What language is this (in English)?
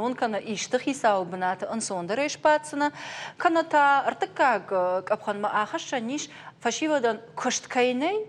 Ossetic